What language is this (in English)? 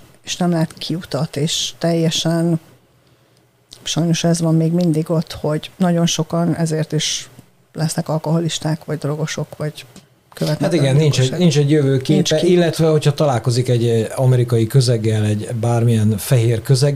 Hungarian